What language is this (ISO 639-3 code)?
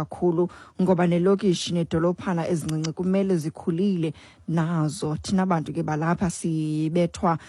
xho